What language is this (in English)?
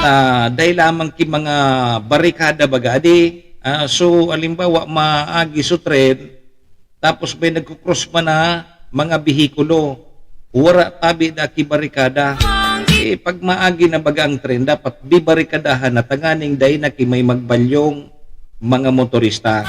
Bikol